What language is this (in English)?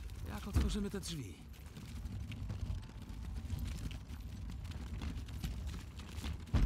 Polish